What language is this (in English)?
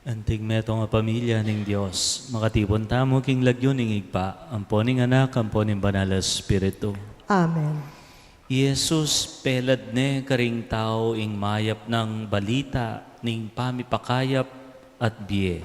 Pampanga